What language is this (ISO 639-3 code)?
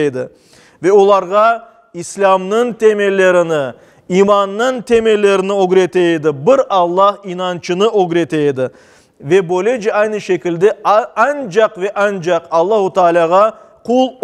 crh